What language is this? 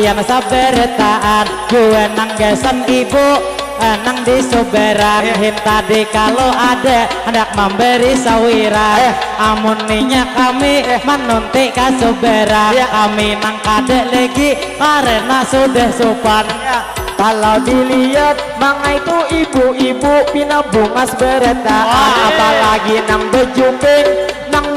Banjar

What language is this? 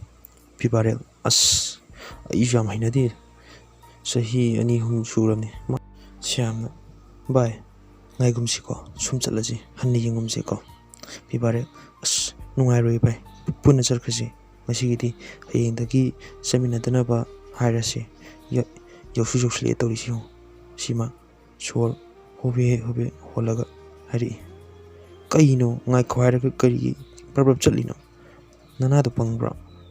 Manipuri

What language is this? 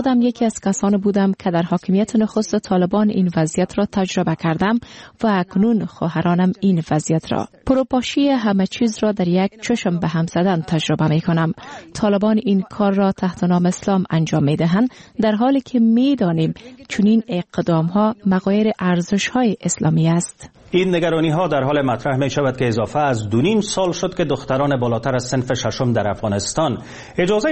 Persian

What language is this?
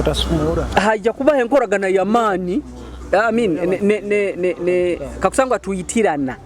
Nyoro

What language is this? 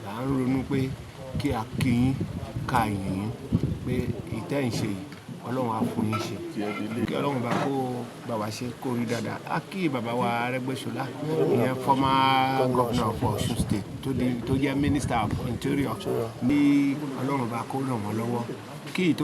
Yoruba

